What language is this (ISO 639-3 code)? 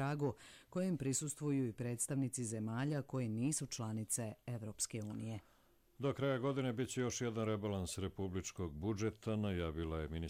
hrv